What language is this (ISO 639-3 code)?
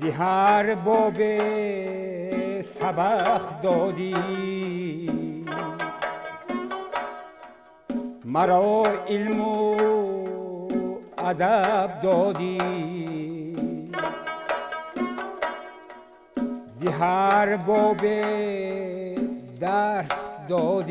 fas